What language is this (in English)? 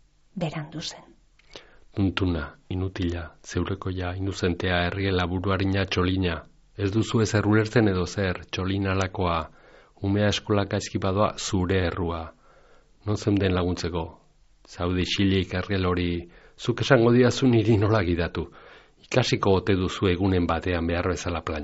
Basque